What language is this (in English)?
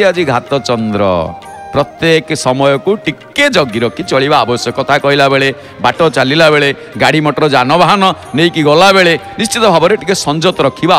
Odia